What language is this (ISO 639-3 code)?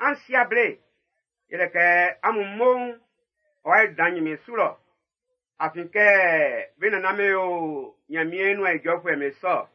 bci